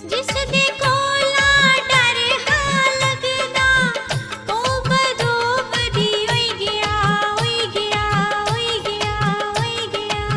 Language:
Dogri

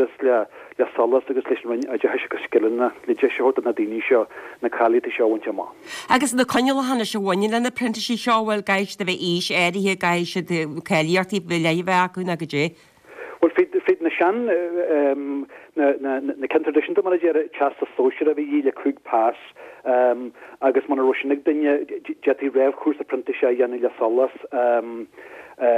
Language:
Irish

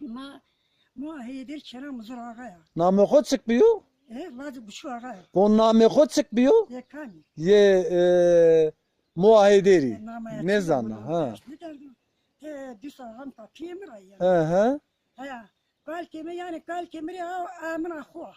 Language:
Zaza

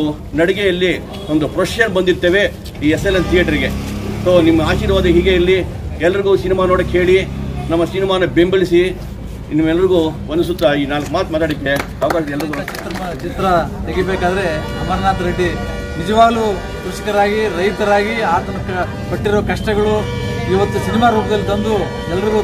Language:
Kannada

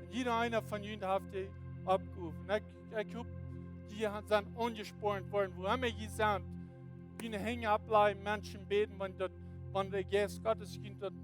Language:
Plautdietsch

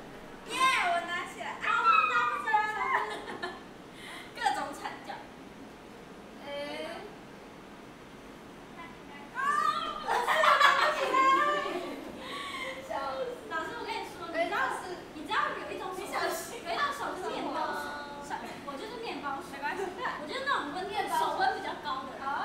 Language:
Chinese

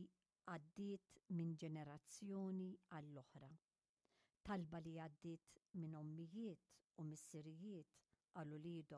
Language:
Maltese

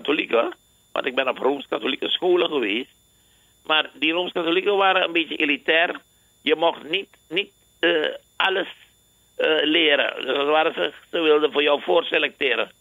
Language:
Dutch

